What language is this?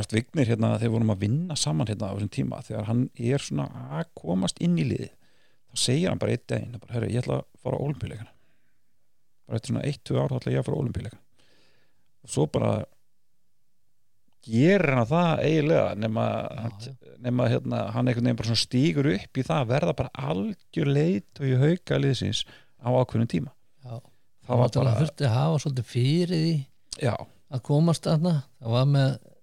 Icelandic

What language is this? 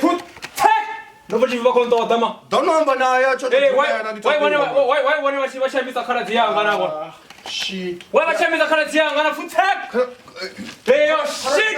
Venda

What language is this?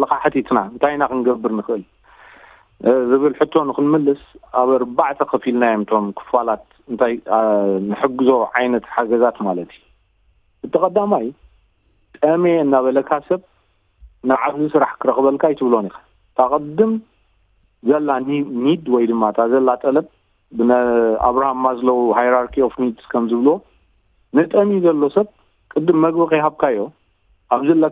Tigrinya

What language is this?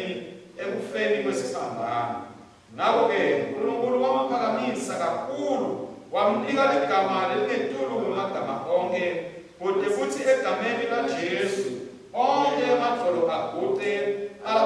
Swati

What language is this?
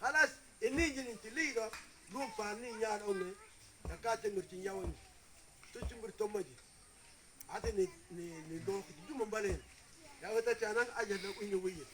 Mabaan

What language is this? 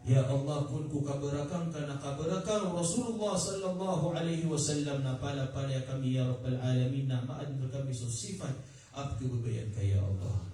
Maranao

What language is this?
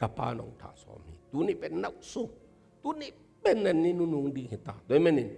Tedim Chin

